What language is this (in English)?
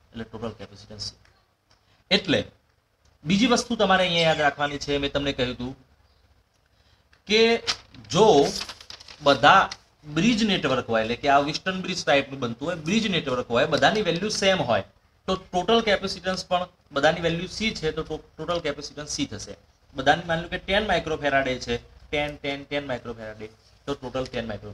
Gujarati